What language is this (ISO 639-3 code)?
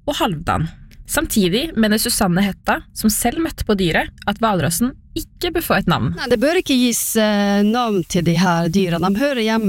nor